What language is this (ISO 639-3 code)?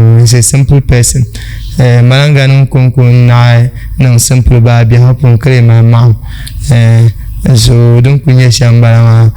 dag